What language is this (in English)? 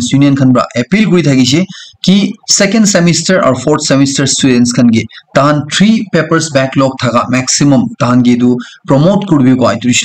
Naga Pidgin